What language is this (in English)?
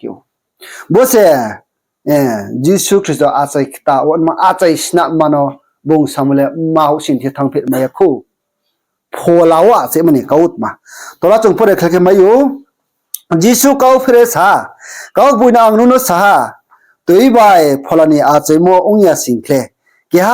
Riang (India)